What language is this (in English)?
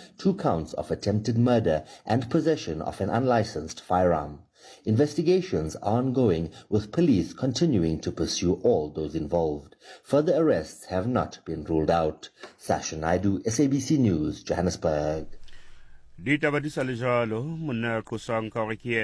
Southern Sotho